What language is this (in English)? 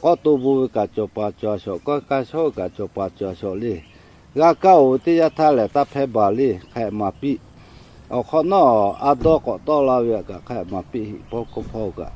Lahu